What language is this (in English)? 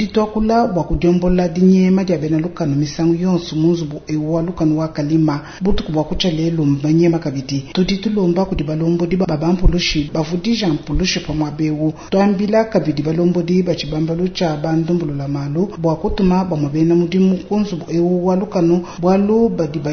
Luba-Lulua